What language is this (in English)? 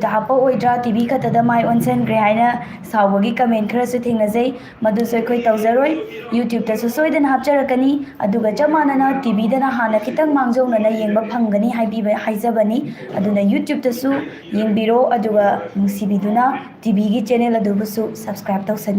Manipuri